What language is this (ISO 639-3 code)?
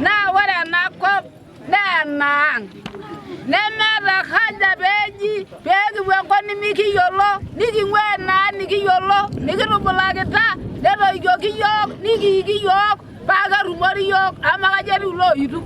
mas